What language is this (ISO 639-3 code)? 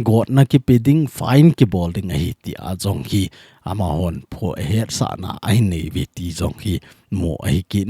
tcz